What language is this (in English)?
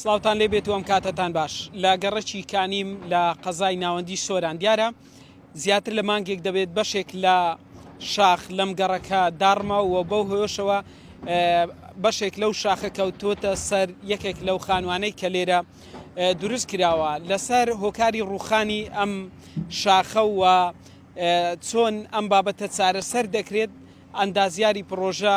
Central Kurdish